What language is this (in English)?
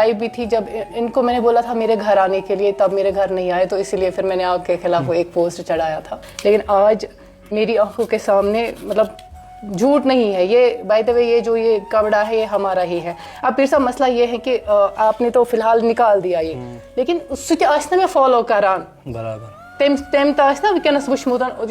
Kashmiri